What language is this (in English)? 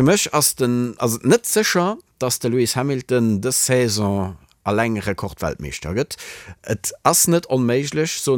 Luxembourgish